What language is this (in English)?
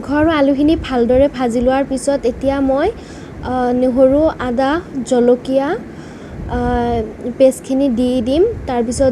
Assamese